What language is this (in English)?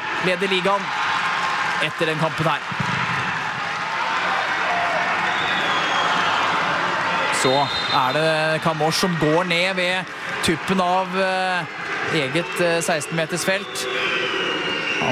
Norwegian